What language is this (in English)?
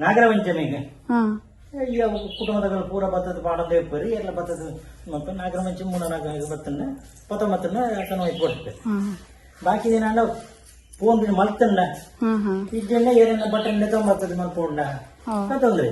Tulu